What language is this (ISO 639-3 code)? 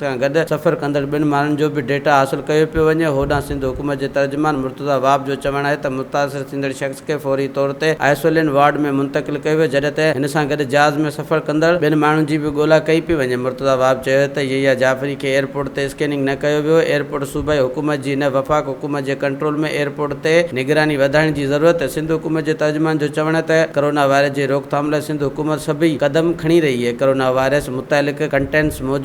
snd